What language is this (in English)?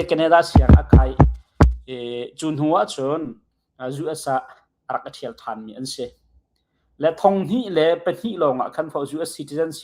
Hakha Chin